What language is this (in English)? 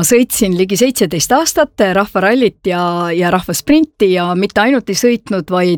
Estonian